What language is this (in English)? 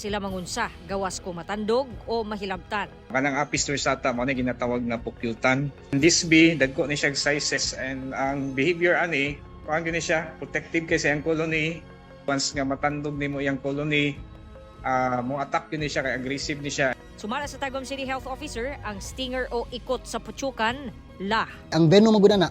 Cebuano